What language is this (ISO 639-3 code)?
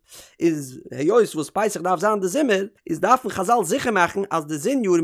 yid